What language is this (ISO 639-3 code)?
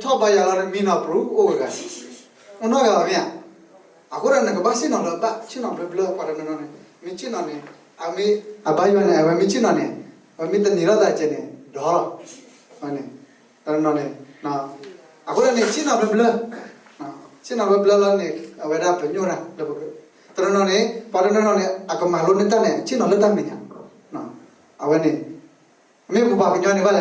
ksw